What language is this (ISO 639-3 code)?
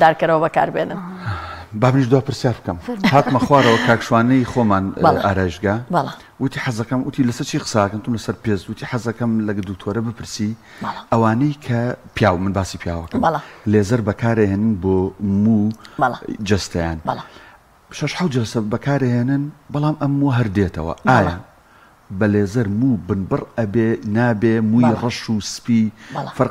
ckb